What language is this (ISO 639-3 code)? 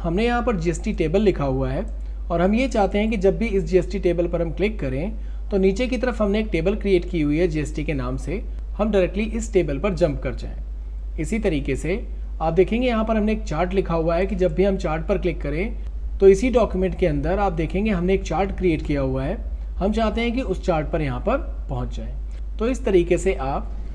hin